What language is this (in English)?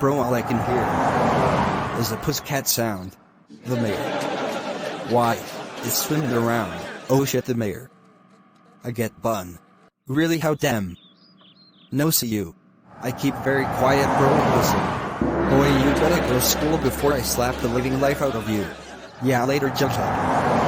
Jamaican Creole English